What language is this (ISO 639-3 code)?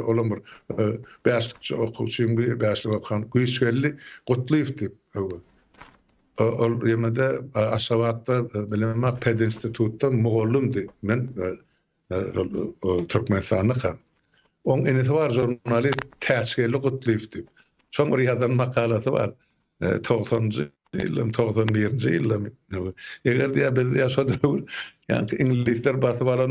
tuk